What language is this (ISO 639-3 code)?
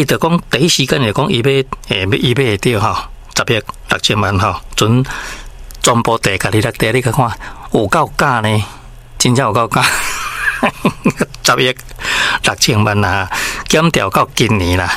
nan